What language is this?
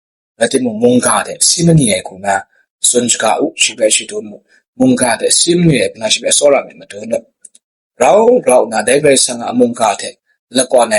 Kachin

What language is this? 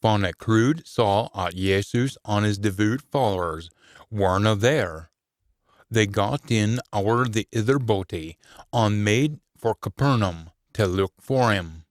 Scots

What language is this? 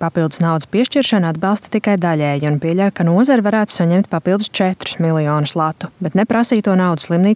Latvian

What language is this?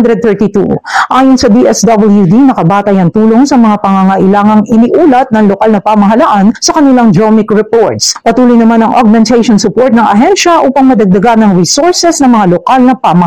Filipino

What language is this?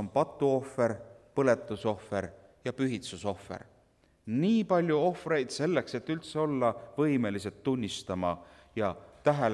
Estonian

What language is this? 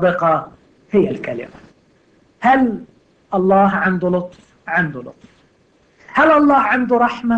Egyptian Arabic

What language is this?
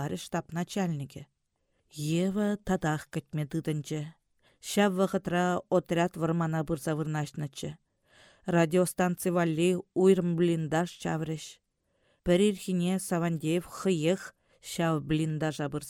Chuvash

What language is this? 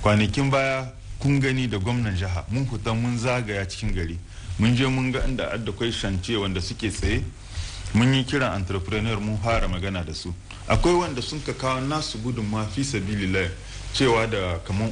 Hausa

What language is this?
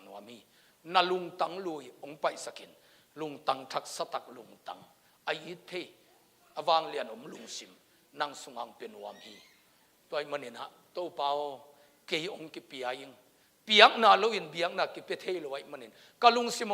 Tedim Chin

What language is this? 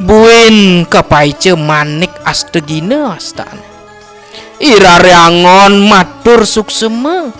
Balinese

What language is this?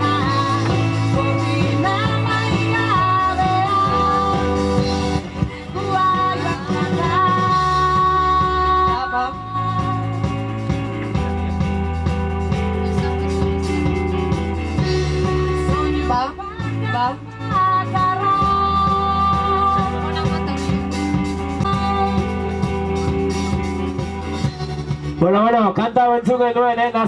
Basque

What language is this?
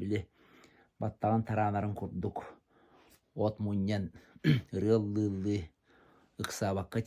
Yakut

